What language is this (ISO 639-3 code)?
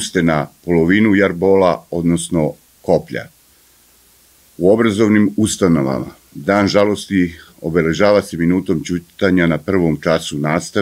srp